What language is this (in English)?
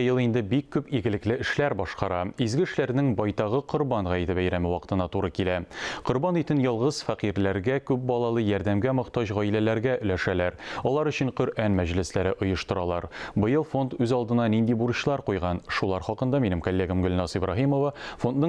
Tatar